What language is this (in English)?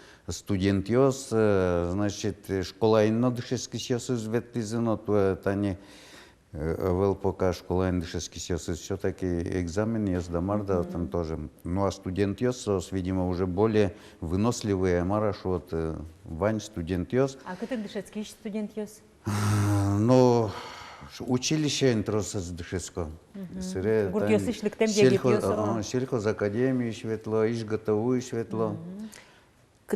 Udmurt